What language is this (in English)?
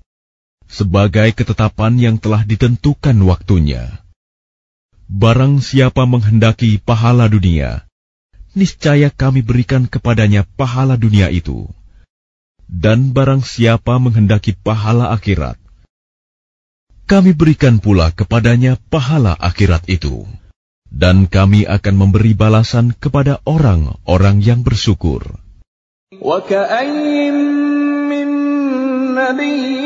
Indonesian